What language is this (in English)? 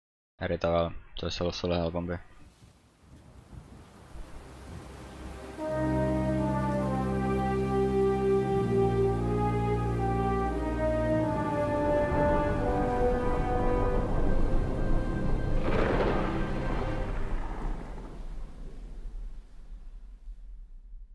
Finnish